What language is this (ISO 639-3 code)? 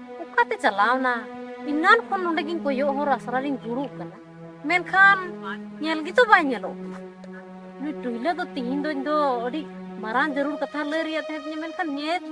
sat